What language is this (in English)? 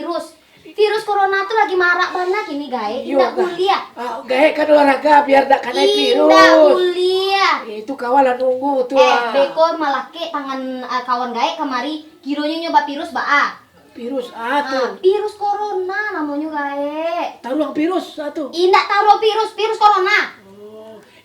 Minangkabau